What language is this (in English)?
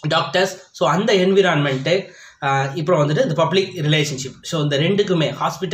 Tamil